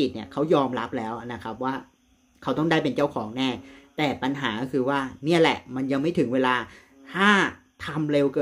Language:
Thai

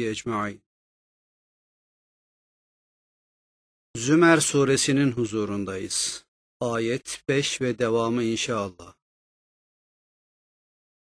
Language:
Turkish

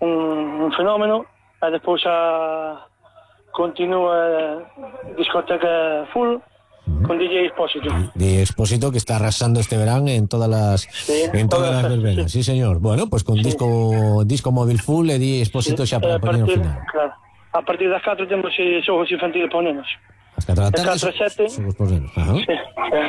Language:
Galician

